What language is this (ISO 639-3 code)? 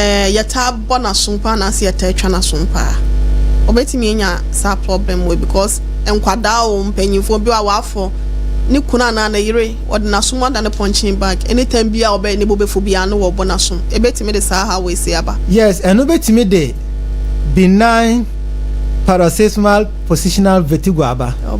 aka